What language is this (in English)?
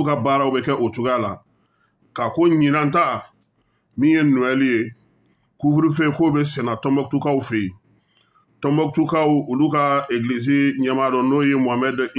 Bambara